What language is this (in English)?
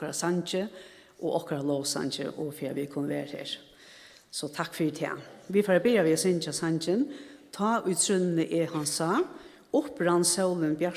Faroese